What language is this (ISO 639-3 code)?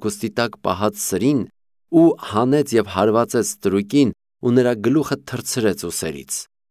hye